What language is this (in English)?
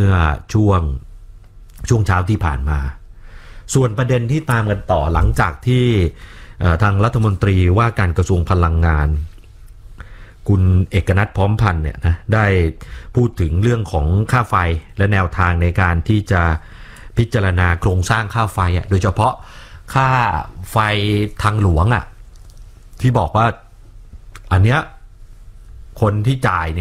Thai